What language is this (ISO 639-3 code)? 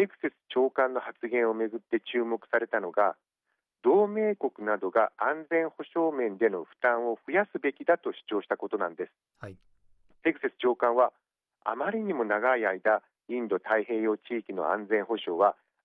jpn